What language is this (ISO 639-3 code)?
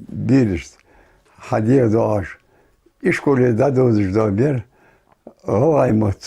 inh